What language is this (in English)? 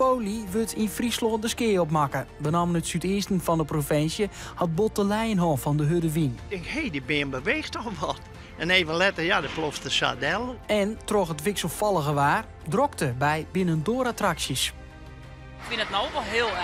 Western Frisian